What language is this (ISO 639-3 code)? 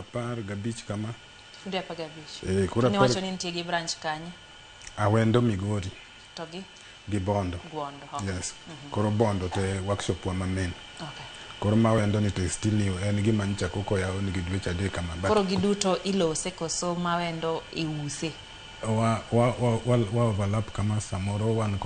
luo